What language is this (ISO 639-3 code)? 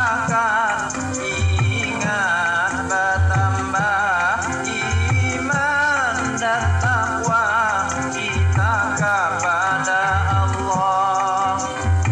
bjn